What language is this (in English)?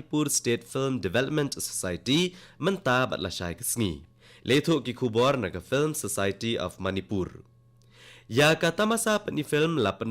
Khasi